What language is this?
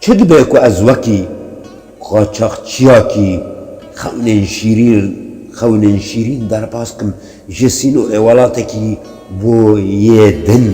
Kurdish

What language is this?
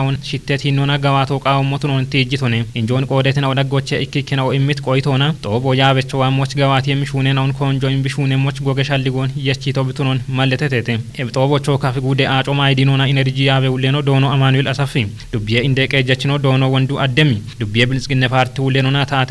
Kafa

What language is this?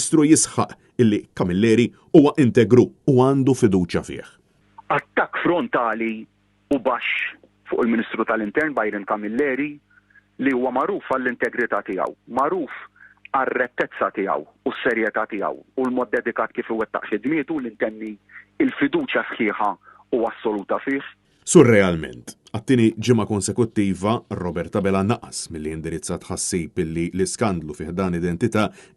Maltese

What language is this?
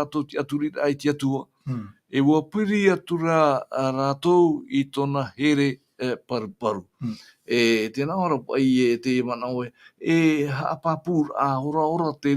Tahitian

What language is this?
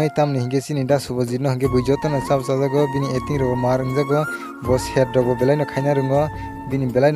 Kok Borok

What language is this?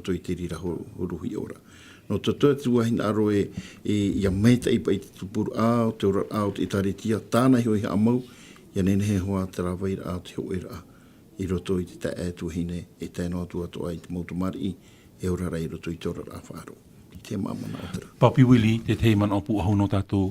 Tahitian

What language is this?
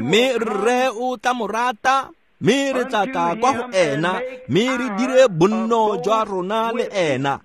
Tswana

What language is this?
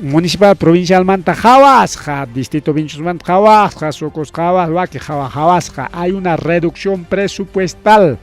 Ayacucho Quechua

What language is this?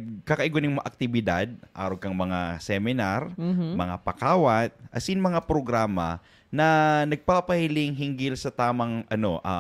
Bikol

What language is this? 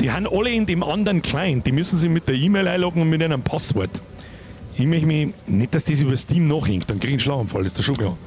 Bavarian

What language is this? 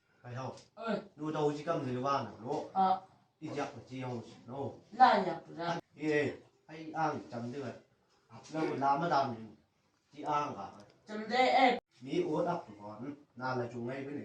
Chang Naga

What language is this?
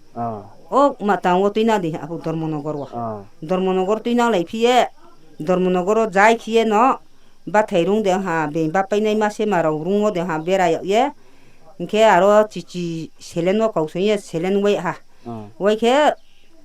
Riang (India)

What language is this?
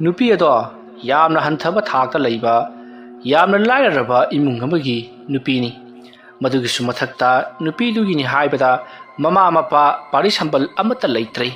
Manipuri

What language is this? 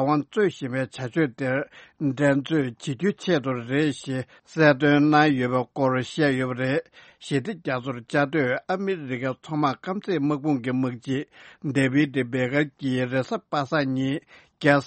Tibetan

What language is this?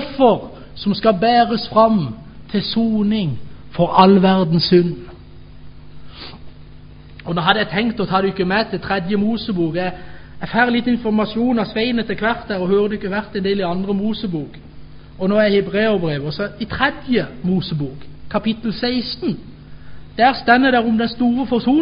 Norwegian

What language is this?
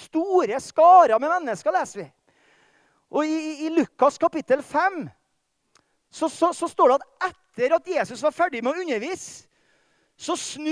Norwegian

